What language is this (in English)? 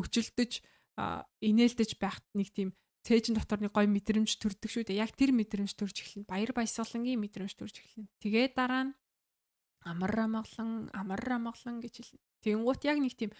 Mongolian